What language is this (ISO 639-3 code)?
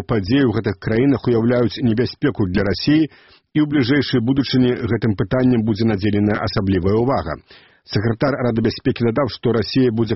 bel